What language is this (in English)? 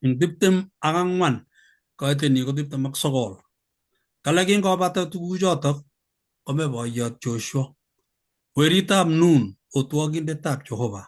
Kalenjin